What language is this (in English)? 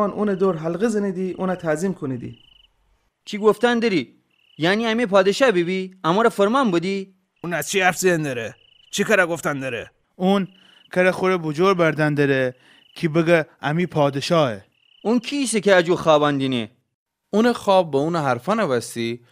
Gilaki